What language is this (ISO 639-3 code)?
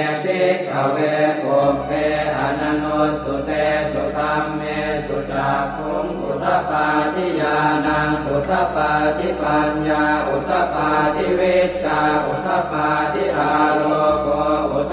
pli